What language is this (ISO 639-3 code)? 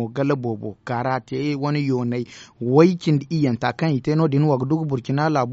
dje